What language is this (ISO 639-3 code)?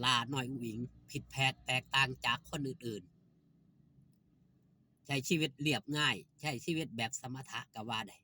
lao